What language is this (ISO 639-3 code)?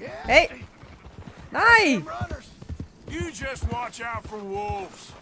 gsw